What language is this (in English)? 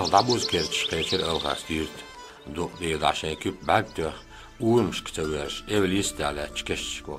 Chechen